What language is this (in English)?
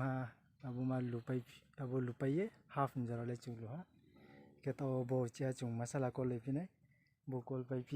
Riang (India)